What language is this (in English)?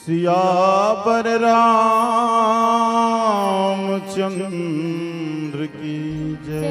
Chhattisgarhi